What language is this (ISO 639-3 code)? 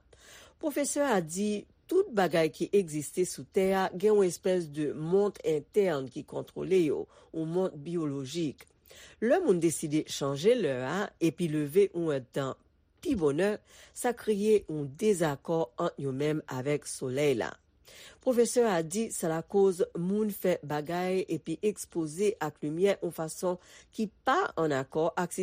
hat